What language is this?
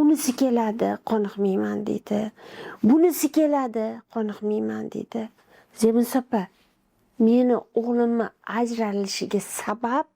Uzbek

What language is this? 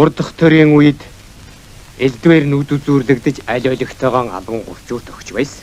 Mongolian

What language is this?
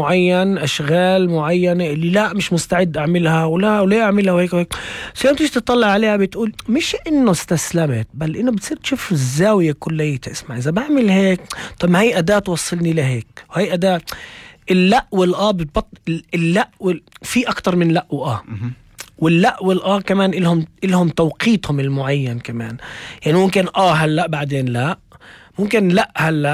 North Levantine Arabic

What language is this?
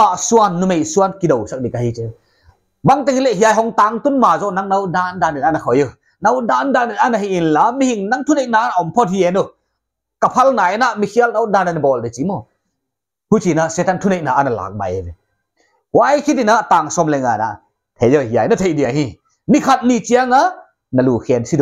Paite Chin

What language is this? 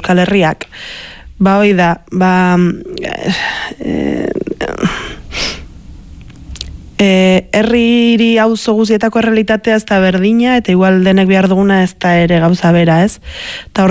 Basque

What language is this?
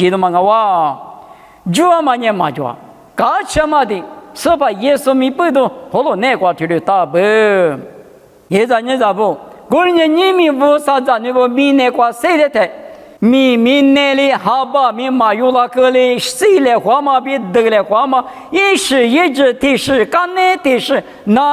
Lisu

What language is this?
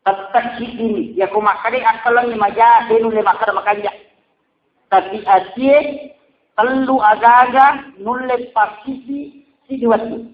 Buginese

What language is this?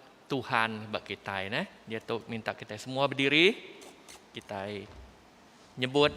Iban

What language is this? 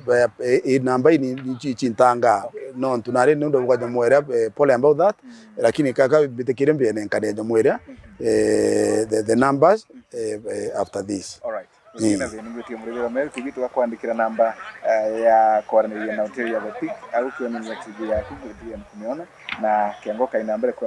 Meru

